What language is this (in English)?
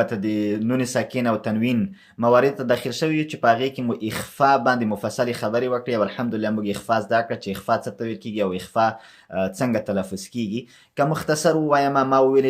Pashto